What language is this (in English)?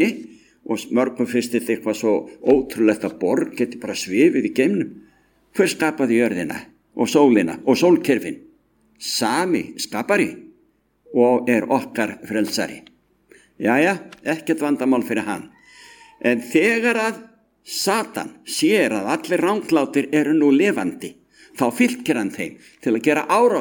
Icelandic